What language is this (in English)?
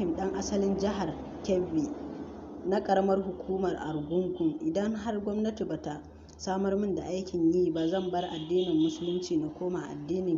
Hausa